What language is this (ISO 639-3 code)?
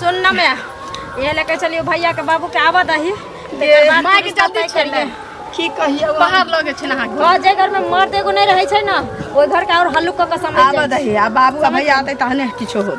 mai